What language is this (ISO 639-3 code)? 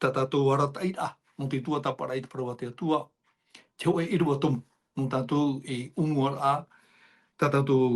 tah